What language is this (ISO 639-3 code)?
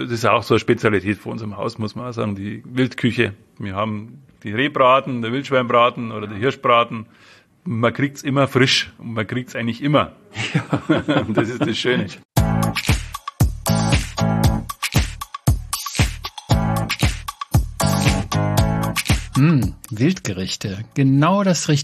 deu